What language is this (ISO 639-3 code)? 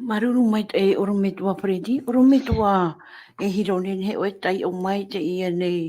tah